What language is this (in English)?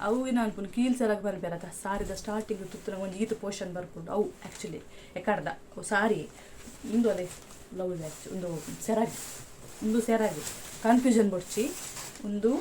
Tulu